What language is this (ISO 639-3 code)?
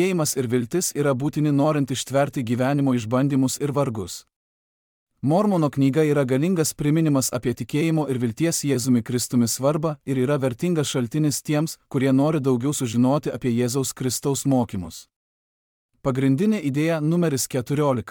lit